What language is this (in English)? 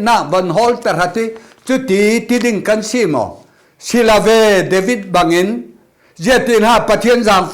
Falam Chin